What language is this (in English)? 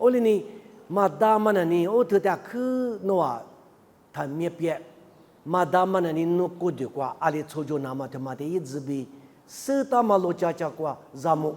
Lisu